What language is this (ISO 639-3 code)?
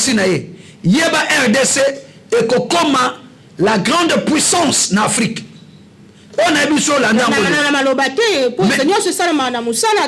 lin